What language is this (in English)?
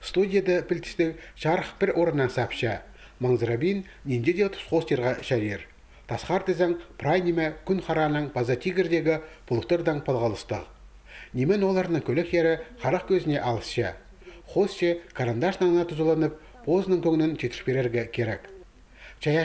Khakas